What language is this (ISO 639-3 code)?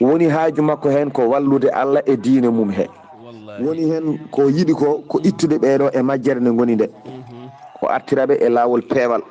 ful